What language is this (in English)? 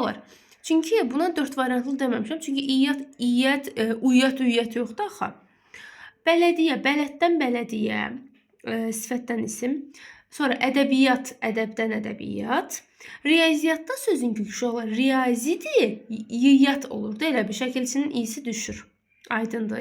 Azerbaijani